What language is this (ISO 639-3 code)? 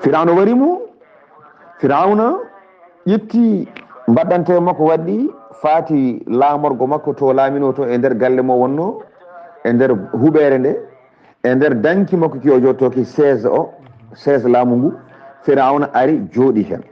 ful